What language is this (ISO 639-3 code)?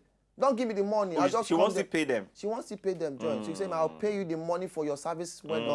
pcm